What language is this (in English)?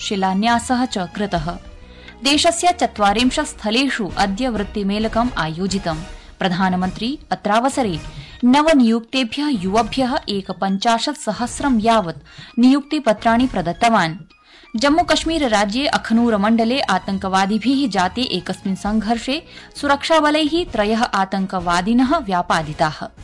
Sanskrit